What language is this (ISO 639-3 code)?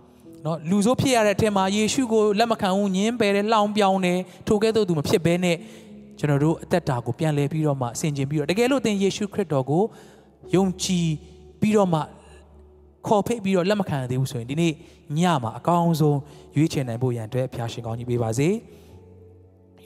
mya